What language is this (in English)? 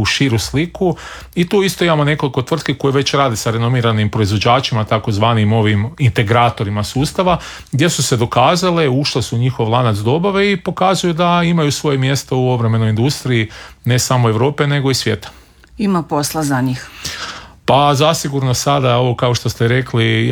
Croatian